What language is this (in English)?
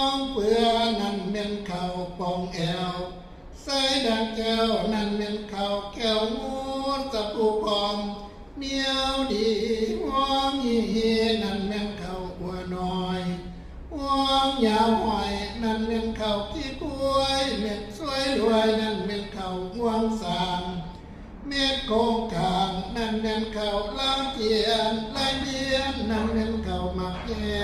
Northeastern Thai